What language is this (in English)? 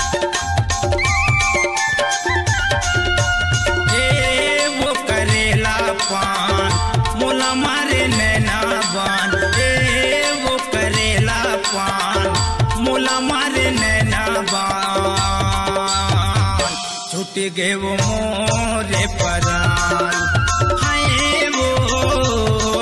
Chhattisgarhi